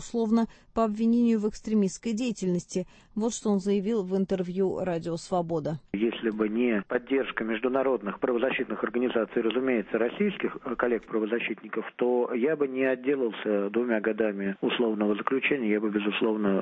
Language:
Russian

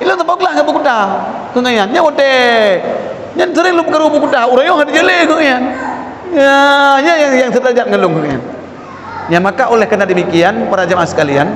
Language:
Achinese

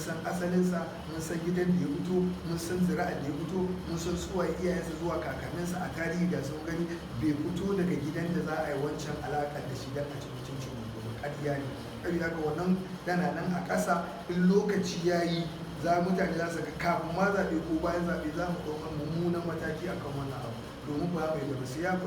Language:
Hausa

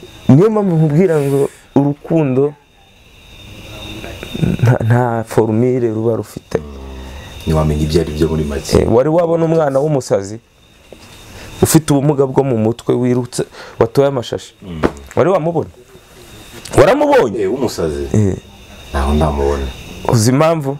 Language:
Kinyarwanda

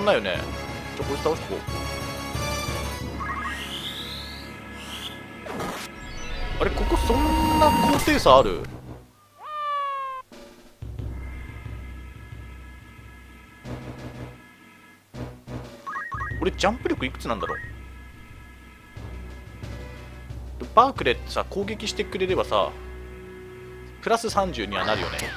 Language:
Japanese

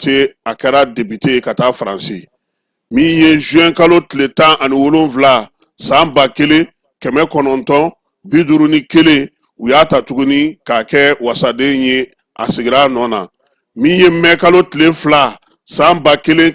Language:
Bambara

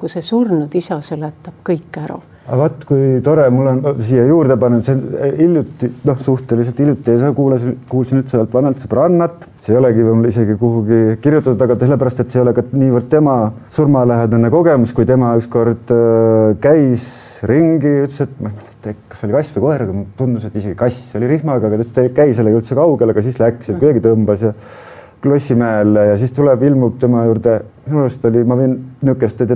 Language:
Estonian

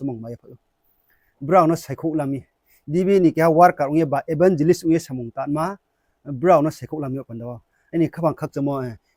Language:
Riang (India)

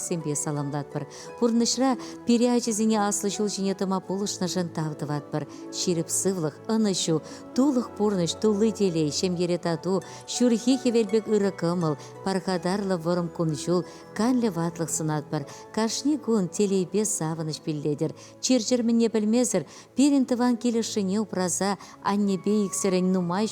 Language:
Chuvash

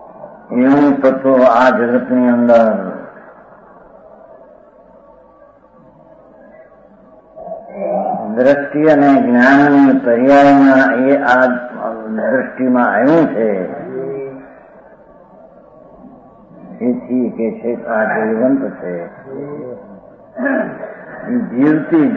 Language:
Gujarati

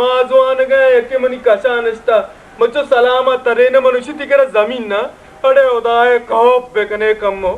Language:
Baluchi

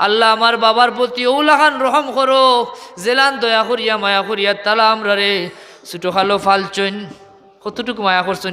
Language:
Sylheti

